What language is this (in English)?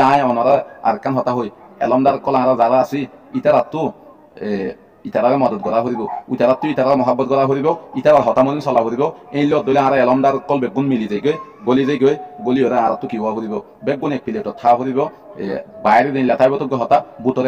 Rohingya